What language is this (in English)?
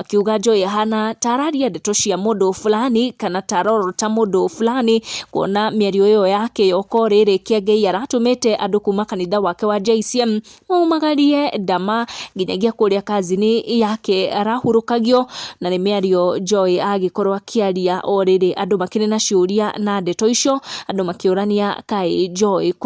Kikuyu